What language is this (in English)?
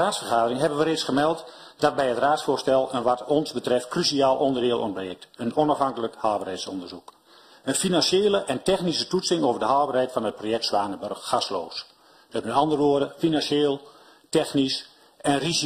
Dutch